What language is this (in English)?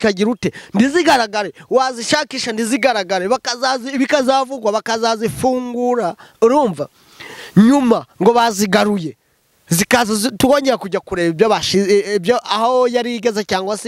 Kinyarwanda